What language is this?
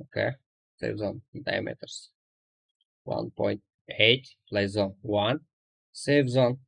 Kara-Kalpak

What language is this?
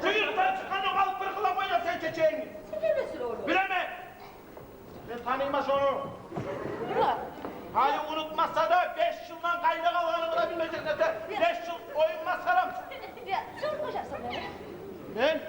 Kumyk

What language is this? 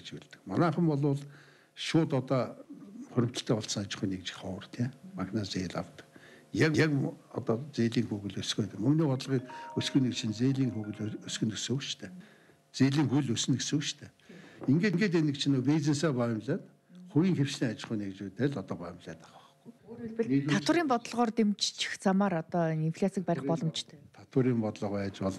Mongolian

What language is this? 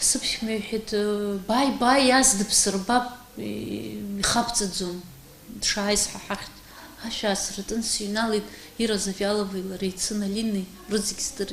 Abkhazian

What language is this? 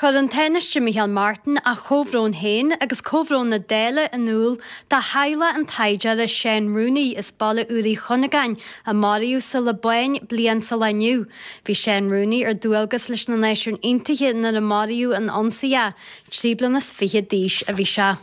Irish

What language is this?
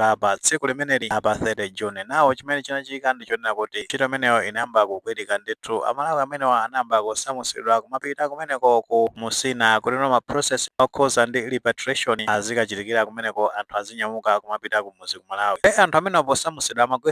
Nyanja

